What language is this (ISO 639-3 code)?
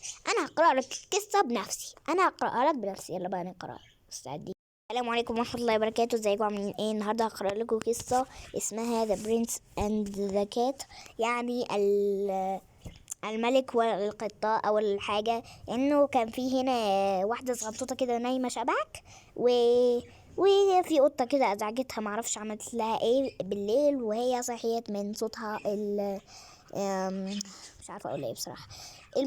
arz